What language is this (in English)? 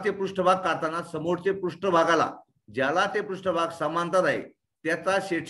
Marathi